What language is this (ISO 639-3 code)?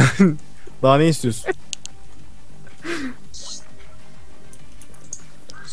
tur